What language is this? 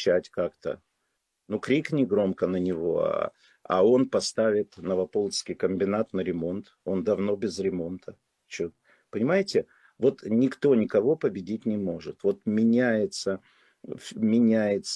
Russian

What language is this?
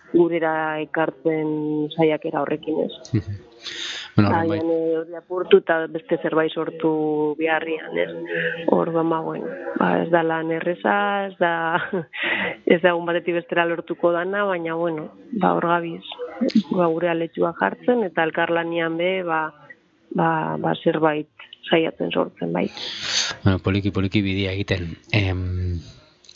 Basque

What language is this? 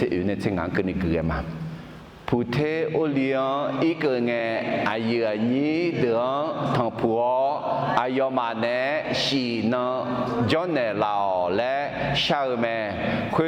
Akha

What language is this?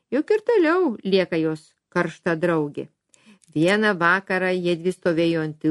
Lithuanian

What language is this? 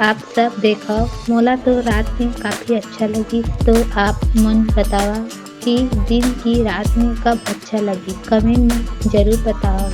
Chhattisgarhi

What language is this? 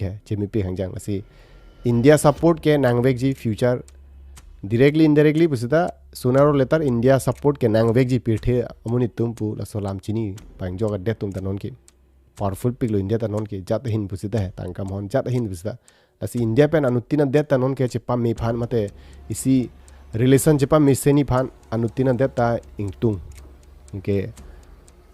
Karbi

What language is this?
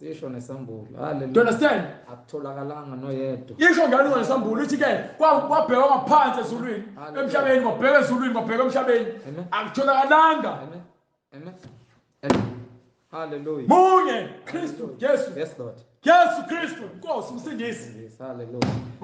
Zulu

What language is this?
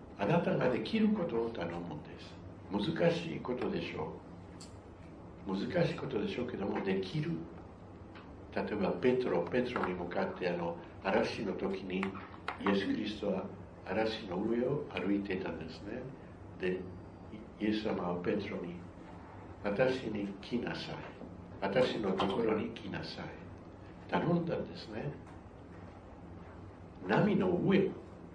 Japanese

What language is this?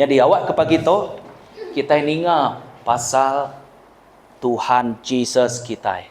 Iban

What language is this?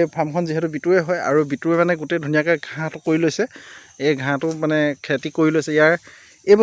Assamese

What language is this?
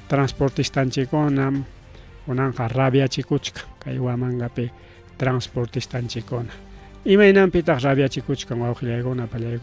Ayacucho Quechua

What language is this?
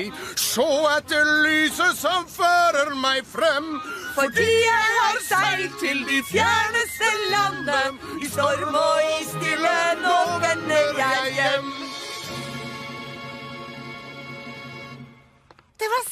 Norwegian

